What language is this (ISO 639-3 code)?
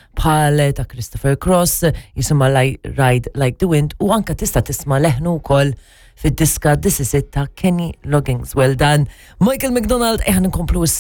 mlt